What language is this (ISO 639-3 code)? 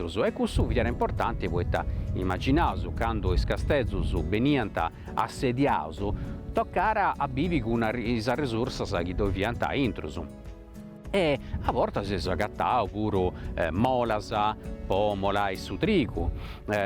srd